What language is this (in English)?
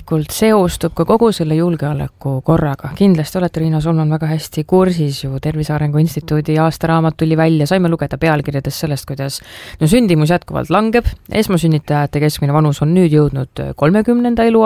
Estonian